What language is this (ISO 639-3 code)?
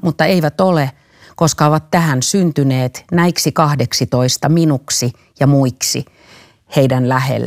fin